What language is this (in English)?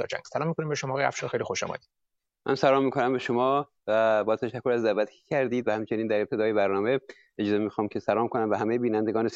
Persian